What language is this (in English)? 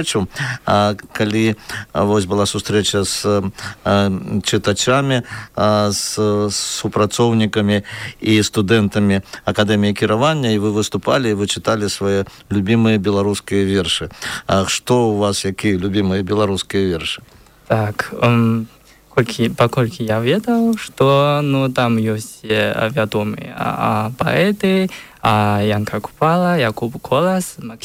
Belarusian